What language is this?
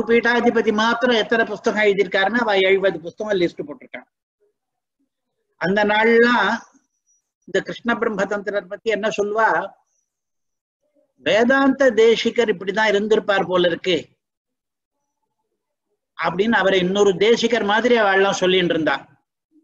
Tamil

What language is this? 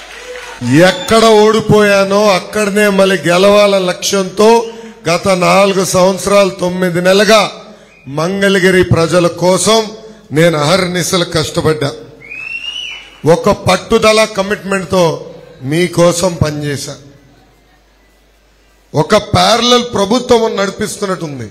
Telugu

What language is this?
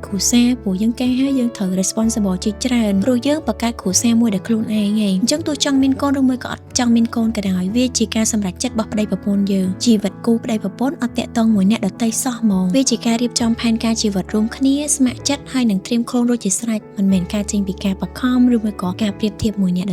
Khmer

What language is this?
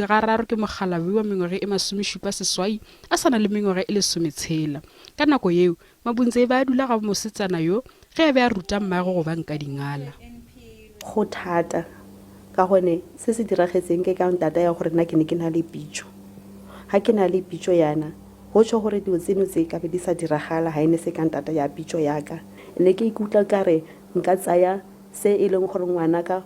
Northern Sotho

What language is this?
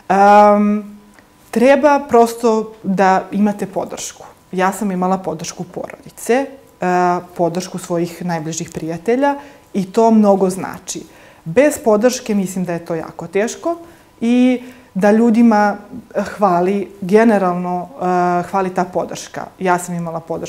Serbian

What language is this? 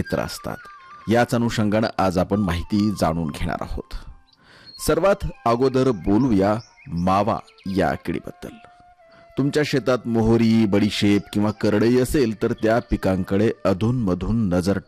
Marathi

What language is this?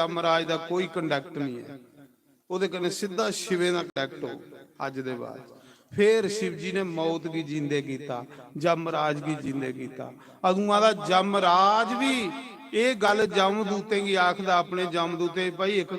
Dogri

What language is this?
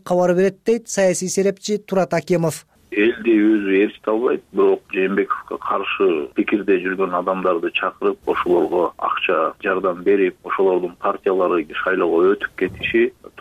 Kyrgyz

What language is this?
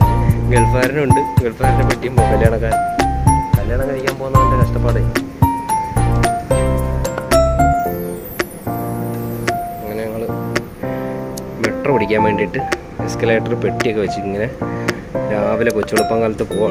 Malayalam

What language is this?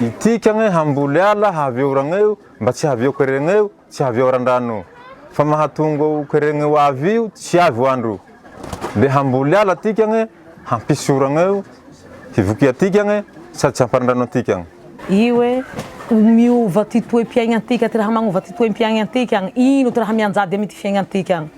Malagasy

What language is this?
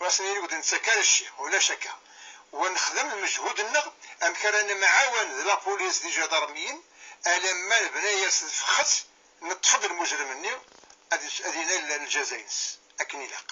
Kabyle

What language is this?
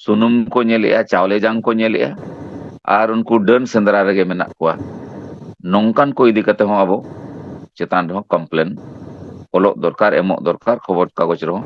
Santali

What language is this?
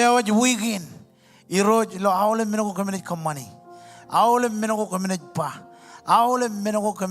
Marshallese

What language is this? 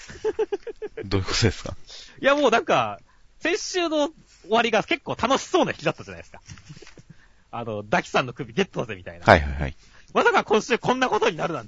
Japanese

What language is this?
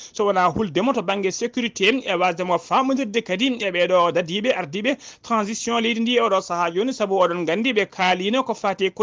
Fula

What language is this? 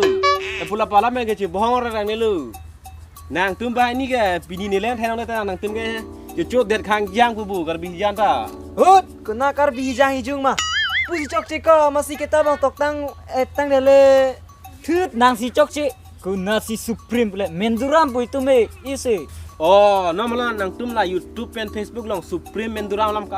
Karbi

